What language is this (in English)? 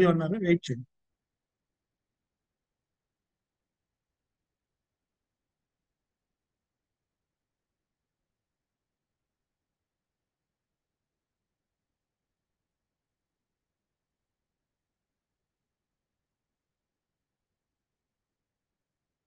Telugu